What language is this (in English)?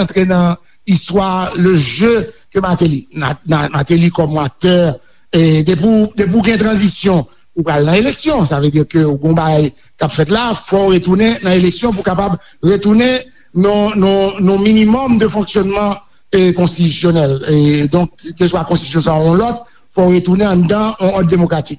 Haitian Creole